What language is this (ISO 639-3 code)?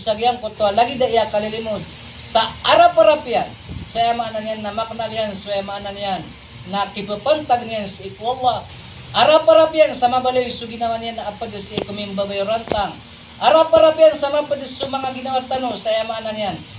mrw